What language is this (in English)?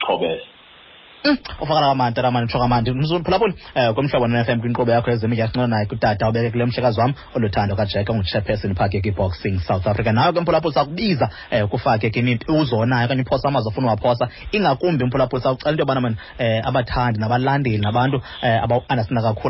Xhosa